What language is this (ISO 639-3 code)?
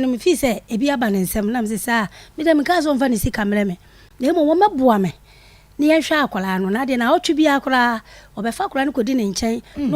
aka